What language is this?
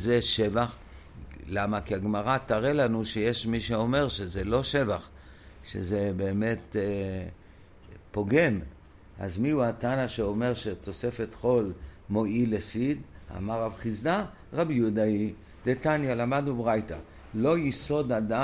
Hebrew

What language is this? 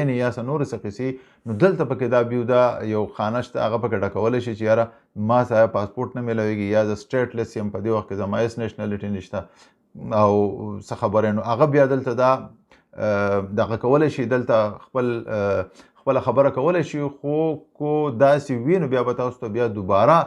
Pashto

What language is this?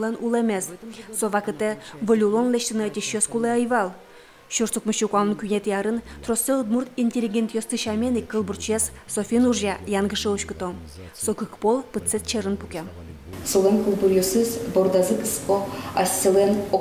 Udmurt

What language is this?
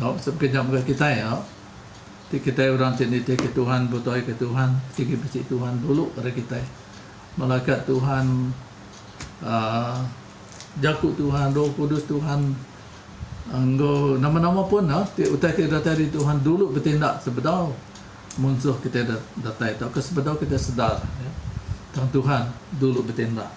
Iban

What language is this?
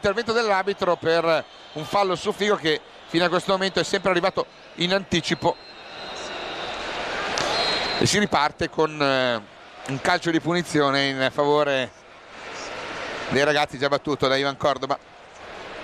Italian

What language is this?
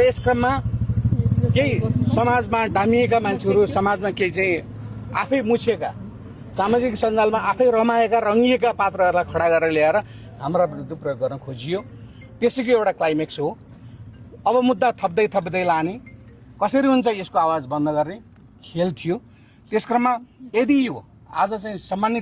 Nepali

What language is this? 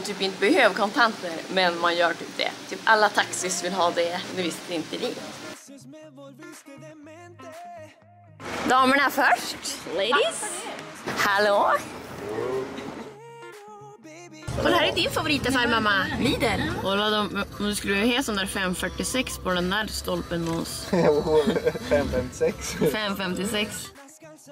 Swedish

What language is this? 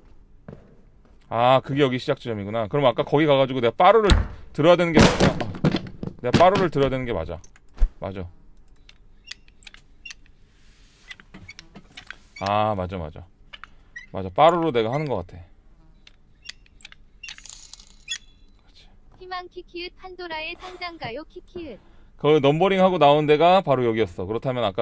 Korean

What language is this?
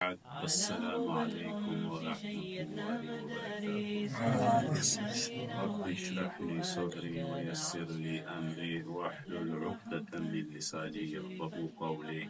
Dargwa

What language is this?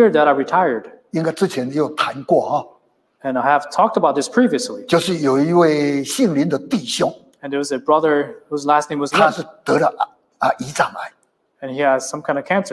Chinese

